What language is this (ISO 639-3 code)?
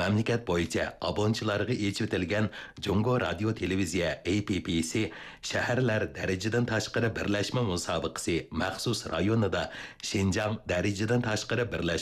uig